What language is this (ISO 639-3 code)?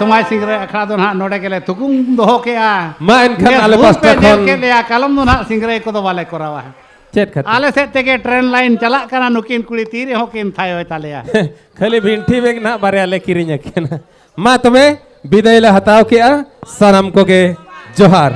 sat